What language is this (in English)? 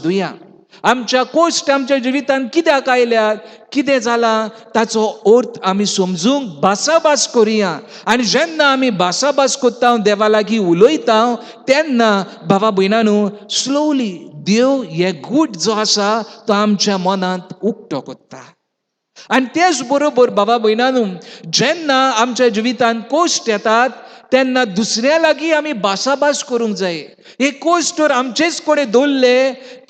Konkani